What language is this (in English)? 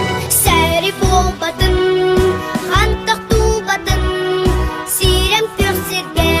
Yakut